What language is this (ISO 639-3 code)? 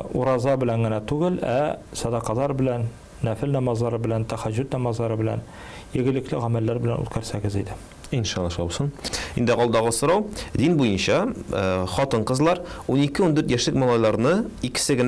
tat